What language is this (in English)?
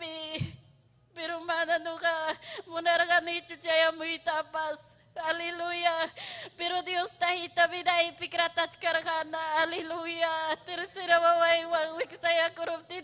Ayacucho Quechua